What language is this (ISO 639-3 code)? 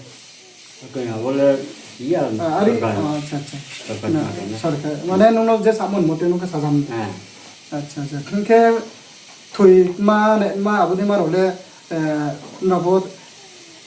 ria